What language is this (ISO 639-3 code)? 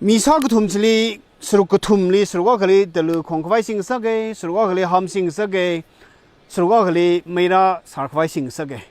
nmf